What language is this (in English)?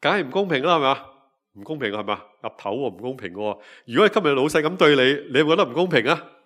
Cantonese